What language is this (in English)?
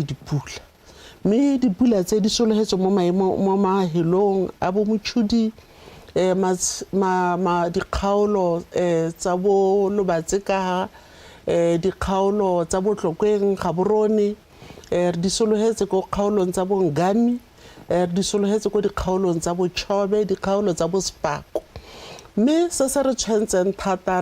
Tswana